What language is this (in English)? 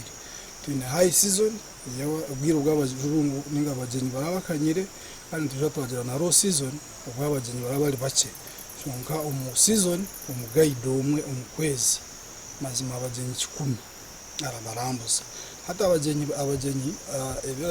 Nyankole